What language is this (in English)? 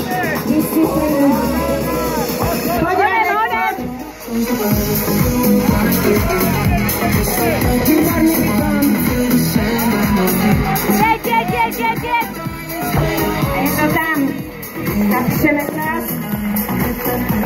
Slovak